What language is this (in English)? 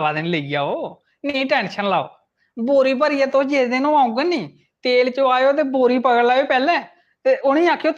Dogri